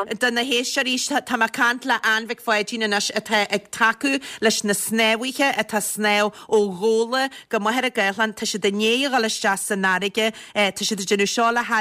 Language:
Irish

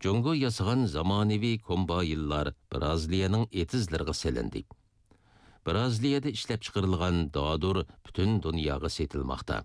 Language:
Uyghur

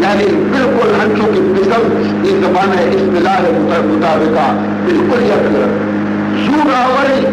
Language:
Baluchi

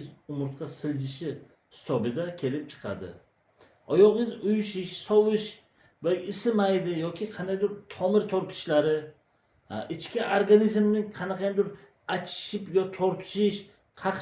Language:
Uzbek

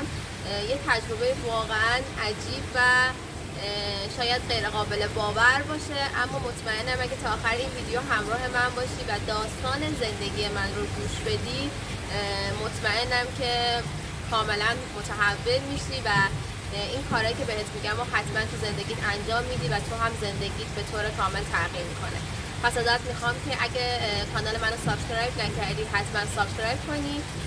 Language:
Persian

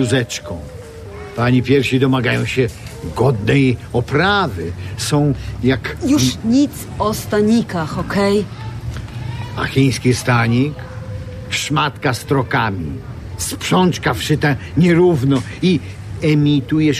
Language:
Polish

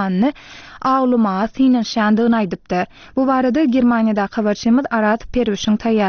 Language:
Turkmen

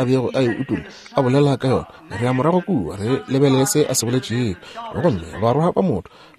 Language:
Northern Sotho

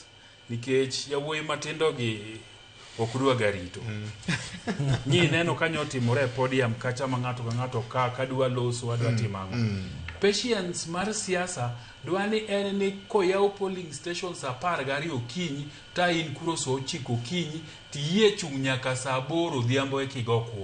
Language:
Luo (Kenya and Tanzania)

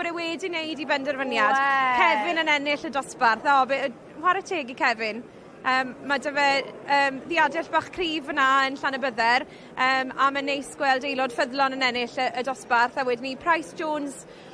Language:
Welsh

